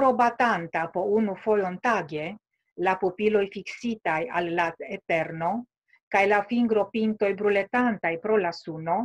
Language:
Esperanto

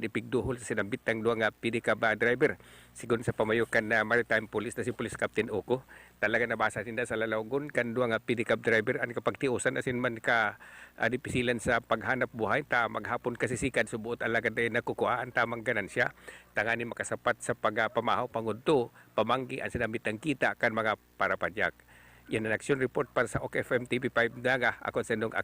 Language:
Bikol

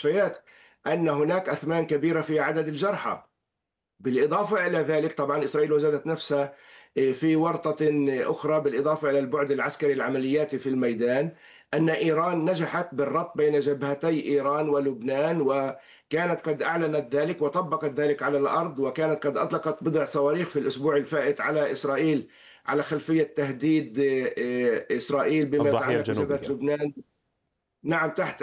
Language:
Arabic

